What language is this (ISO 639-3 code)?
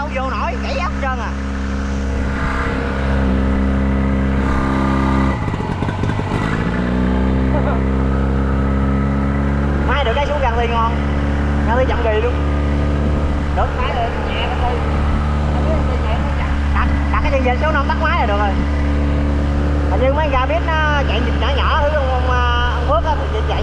vie